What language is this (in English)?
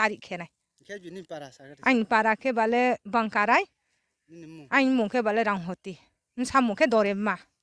Riang (India)